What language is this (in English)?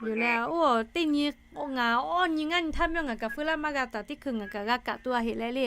Lahu